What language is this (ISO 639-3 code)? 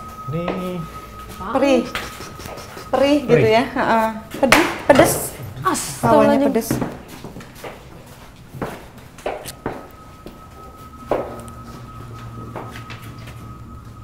ind